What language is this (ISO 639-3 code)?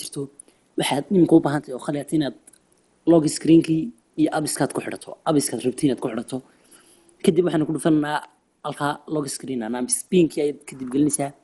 som